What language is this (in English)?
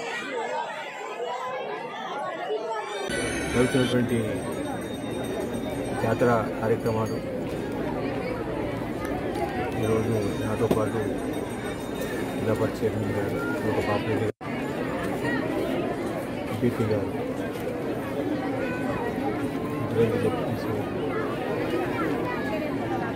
Telugu